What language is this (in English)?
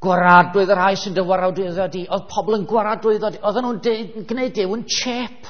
Welsh